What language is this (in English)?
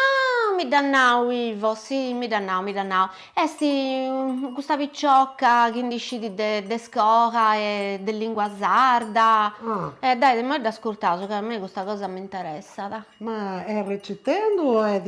Sardinian